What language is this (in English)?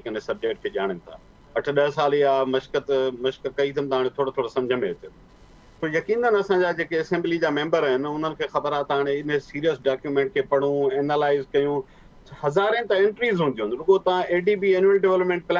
Sindhi